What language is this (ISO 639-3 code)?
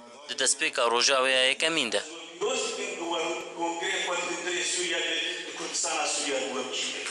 kur